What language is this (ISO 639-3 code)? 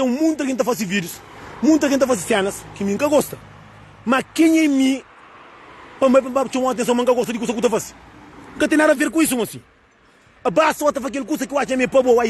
kea